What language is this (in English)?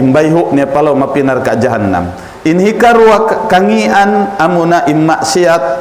Tausug